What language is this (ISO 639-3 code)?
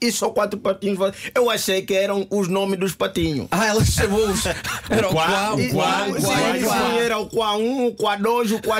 por